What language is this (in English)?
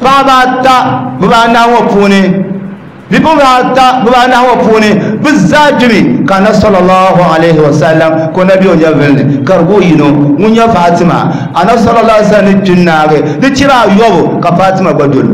Dagbani